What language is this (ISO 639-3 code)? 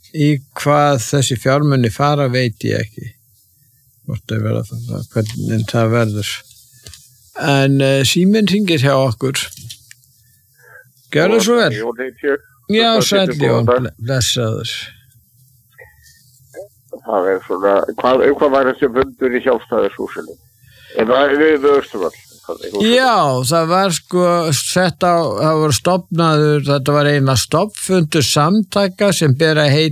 isl